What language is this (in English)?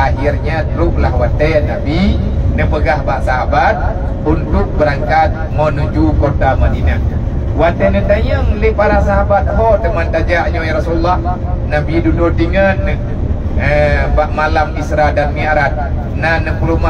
Achinese